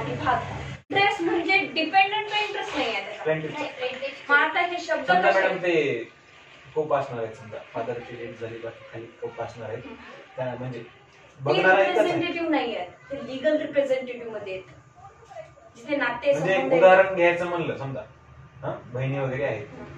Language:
Marathi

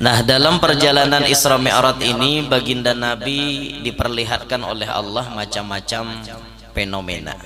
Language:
Banjar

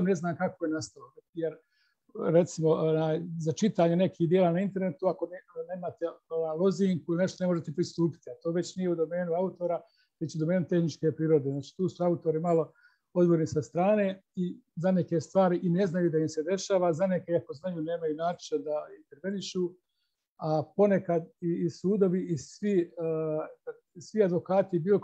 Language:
Bosnian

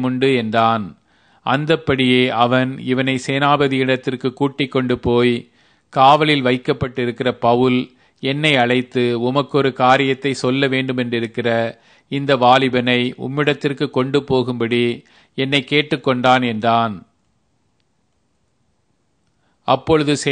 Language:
Tamil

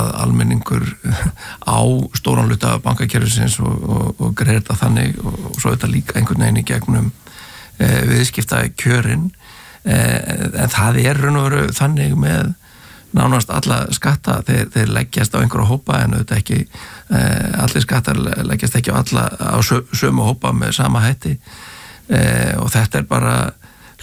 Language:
Icelandic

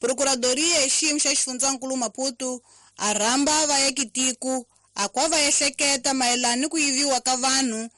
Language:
Tsonga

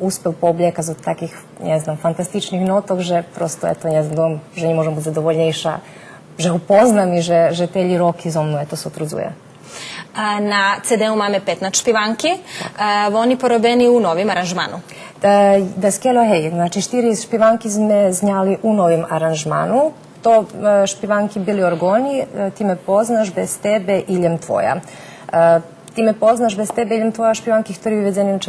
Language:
Rusyn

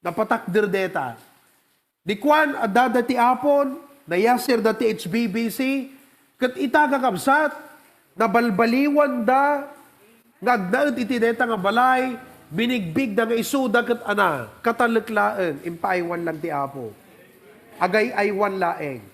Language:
Iloko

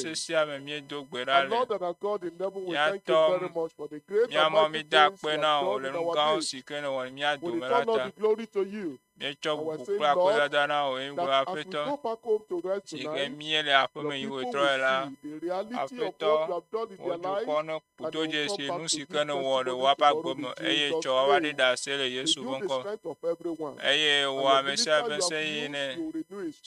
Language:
Ewe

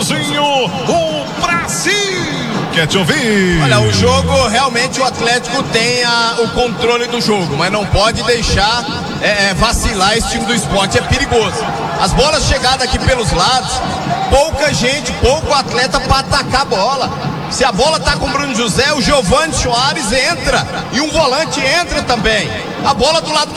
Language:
Portuguese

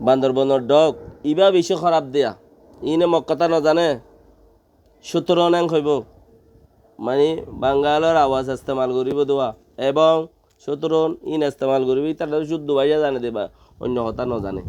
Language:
Rohingya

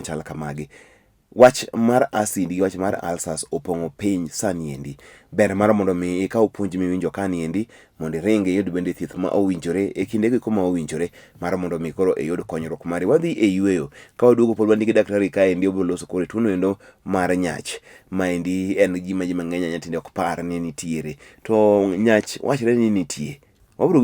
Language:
Luo (Kenya and Tanzania)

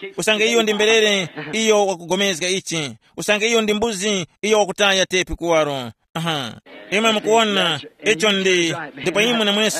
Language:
Tumbuka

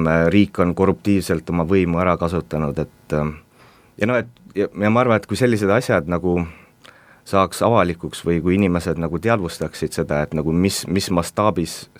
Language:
Estonian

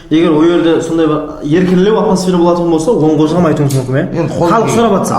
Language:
Kara-Kalpak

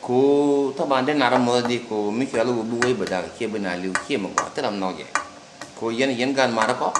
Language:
Nuer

